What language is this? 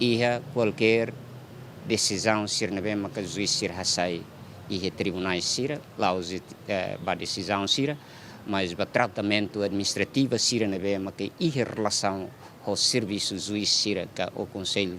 Tetum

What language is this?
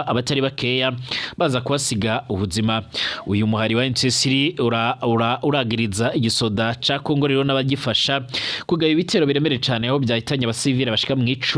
Rundi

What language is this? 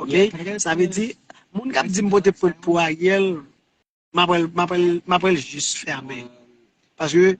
Haitian Creole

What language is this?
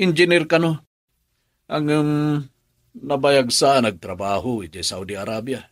Iloko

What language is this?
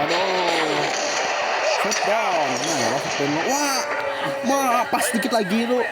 Banjar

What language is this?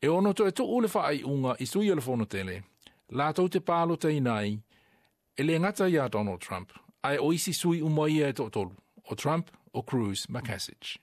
Samoan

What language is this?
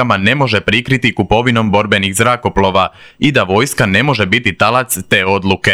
Croatian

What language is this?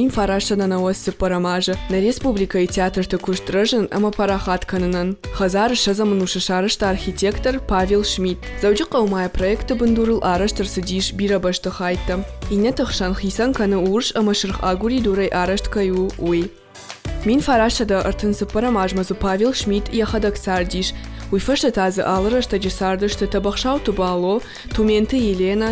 Ossetic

